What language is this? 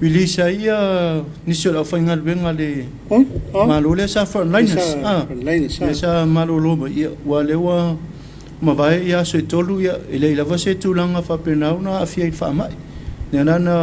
Samoan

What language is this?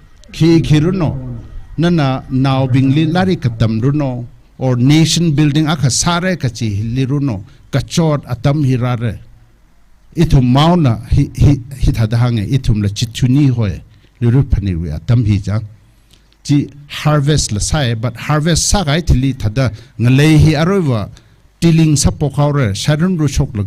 Tangkhul Naga (India)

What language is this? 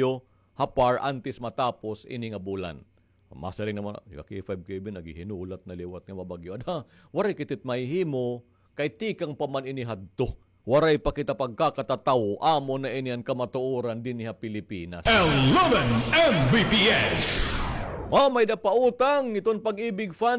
Waray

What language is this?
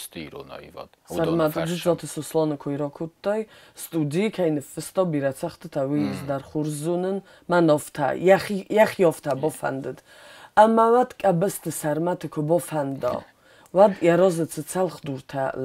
Ossetic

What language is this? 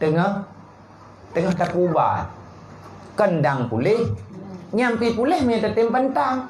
Achinese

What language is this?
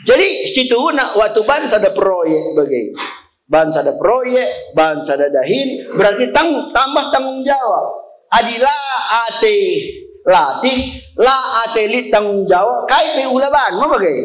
Batak Karo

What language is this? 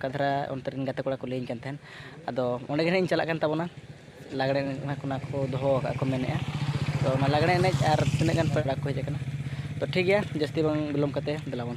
Santali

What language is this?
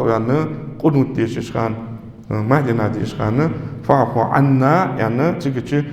Ingush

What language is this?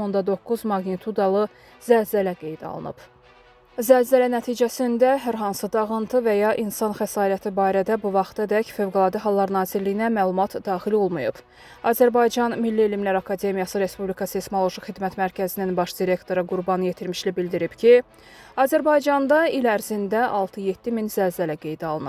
Azerbaijani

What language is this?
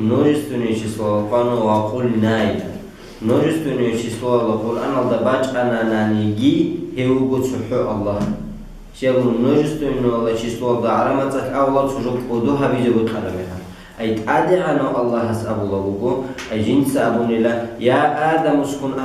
Avaric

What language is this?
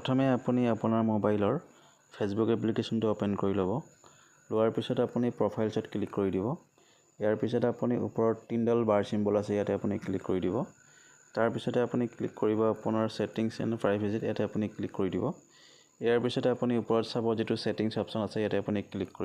Assamese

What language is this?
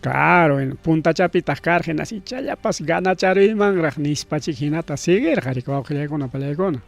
Ayacucho Quechua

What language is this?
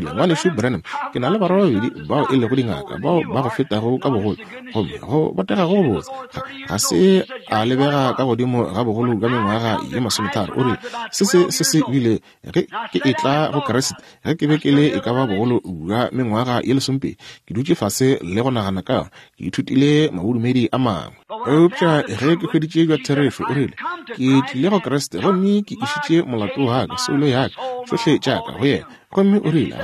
Northern Sotho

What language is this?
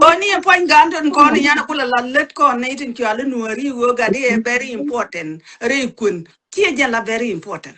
Nuer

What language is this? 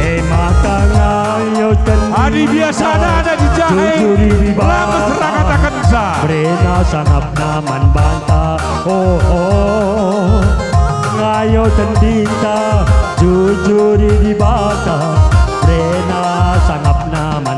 Batak Karo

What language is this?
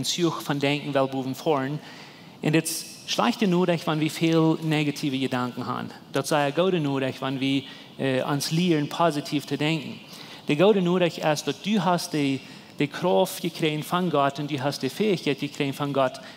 Plautdietsch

